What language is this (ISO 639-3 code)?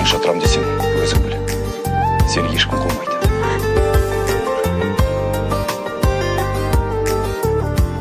kaz